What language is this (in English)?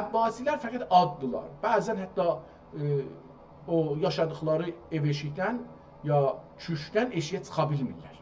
South Azerbaijani